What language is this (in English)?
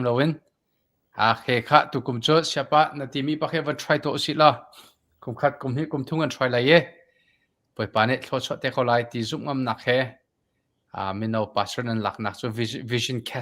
Hakha Chin